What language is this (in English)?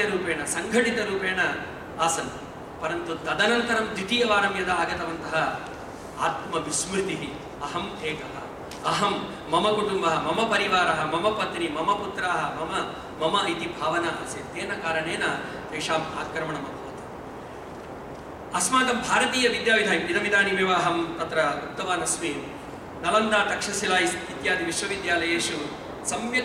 Sanskrit